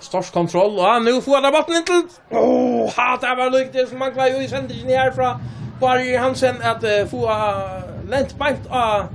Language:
Faroese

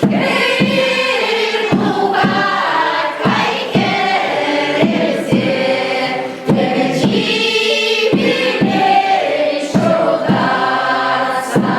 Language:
Chuvash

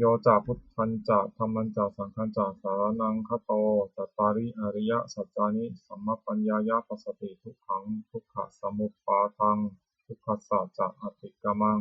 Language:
Pali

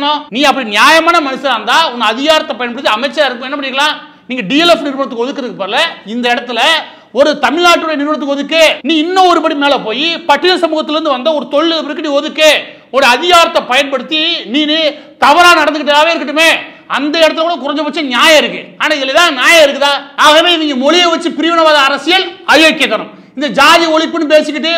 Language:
Tamil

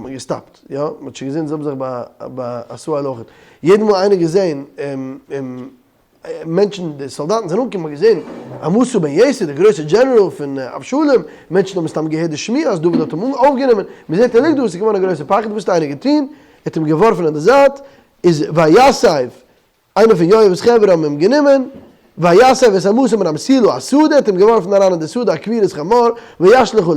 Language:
Yiddish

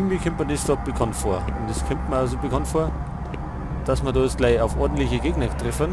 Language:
Bavarian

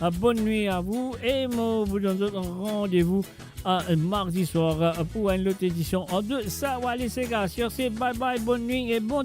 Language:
Morisyen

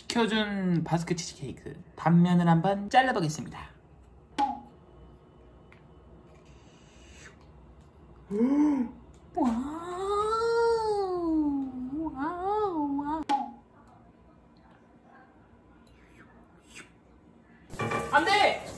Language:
Korean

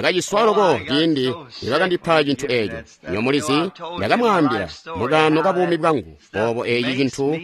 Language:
Tonga (Zambia)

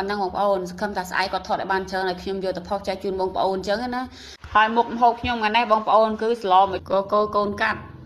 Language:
Khmer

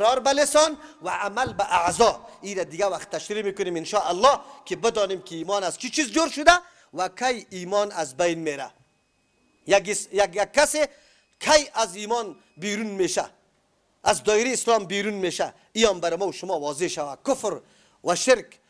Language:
Persian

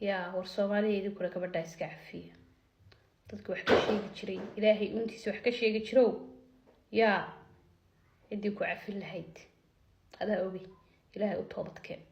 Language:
Somali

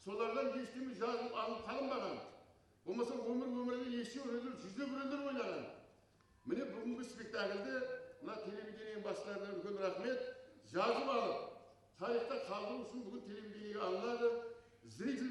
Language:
Kara-Kalpak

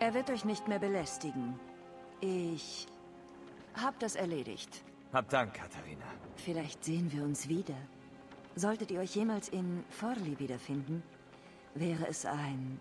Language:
Bavarian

